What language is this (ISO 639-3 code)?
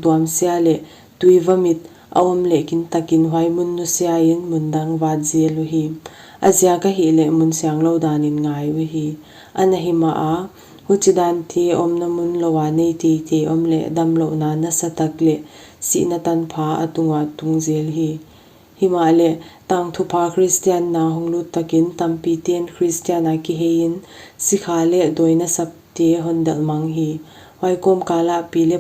pck